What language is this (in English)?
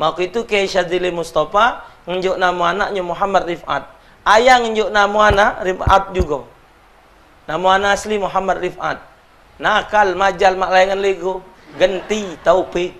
Musi